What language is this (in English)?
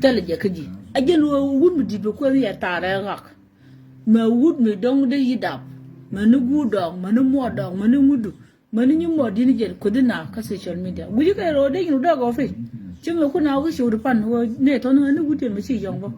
Nuer